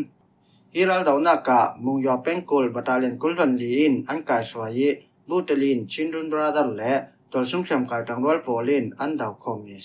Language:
Falam Chin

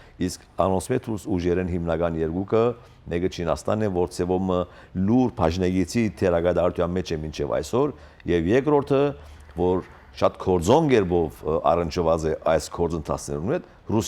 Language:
Western Armenian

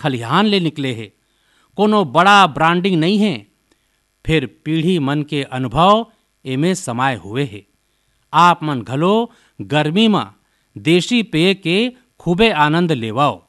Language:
Chhattisgarhi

